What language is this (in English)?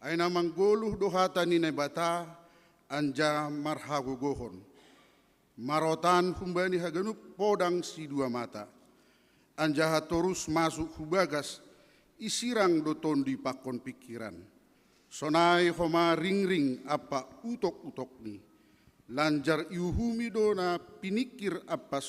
Batak Simalungun